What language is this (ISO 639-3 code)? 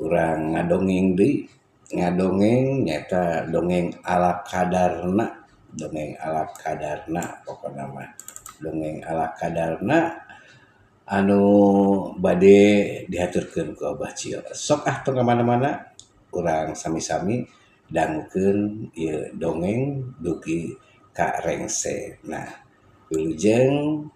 sun